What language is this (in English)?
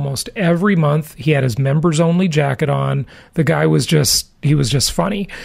English